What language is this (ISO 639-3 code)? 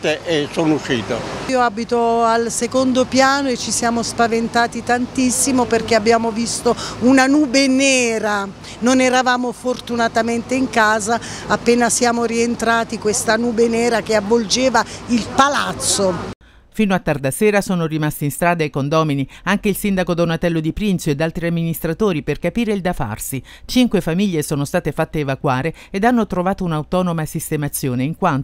ita